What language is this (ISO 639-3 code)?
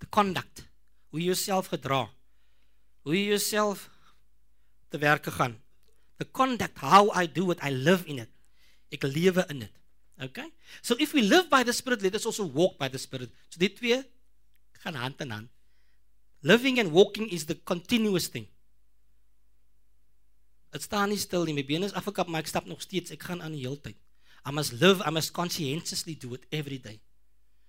afr